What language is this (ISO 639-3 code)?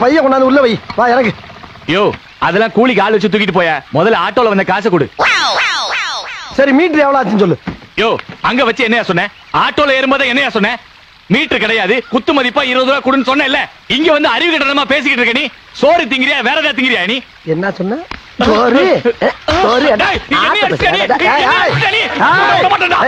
tam